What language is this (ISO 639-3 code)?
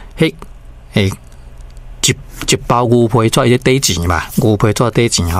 nan